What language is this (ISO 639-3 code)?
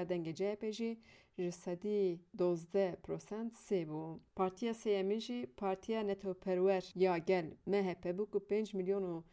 kur